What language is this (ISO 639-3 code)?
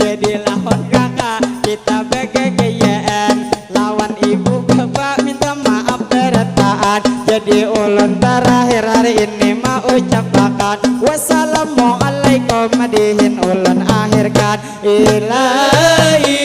bjn